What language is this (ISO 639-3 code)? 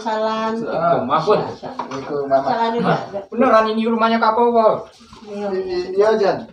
min